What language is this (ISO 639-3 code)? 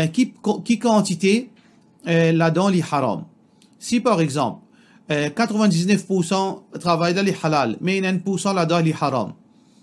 mfe